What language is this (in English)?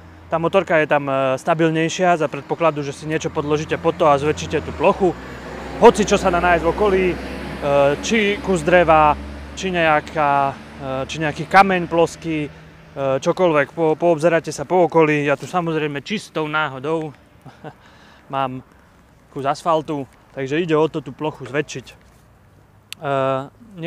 Slovak